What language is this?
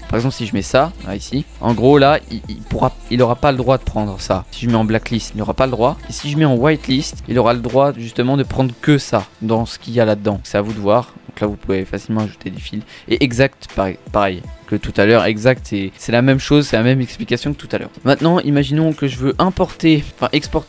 French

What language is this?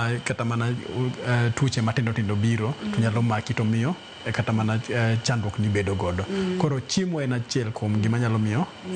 Luo (Kenya and Tanzania)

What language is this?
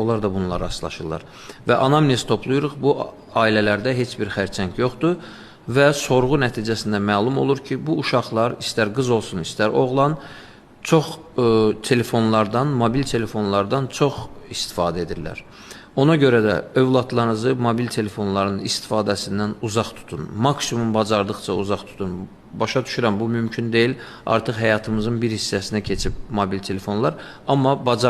Azerbaijani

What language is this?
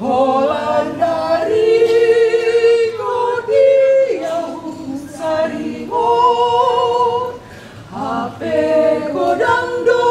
Batak Toba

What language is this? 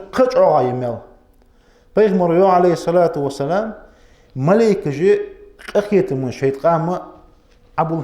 Ingush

